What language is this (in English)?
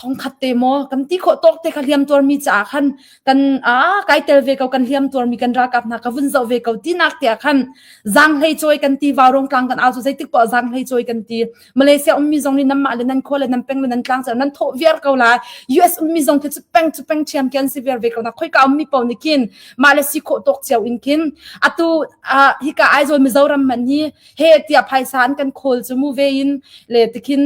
Hakha Chin